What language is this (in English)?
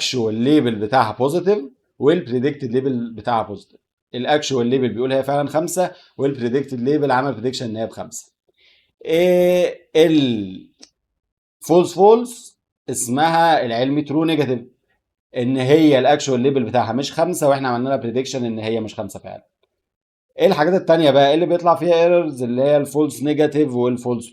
Egyptian Arabic